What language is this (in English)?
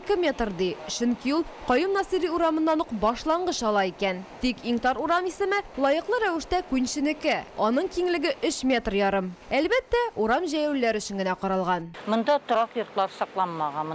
Tatar